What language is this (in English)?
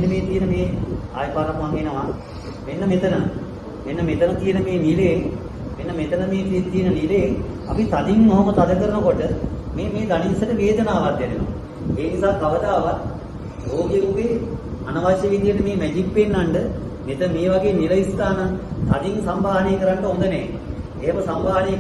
Sinhala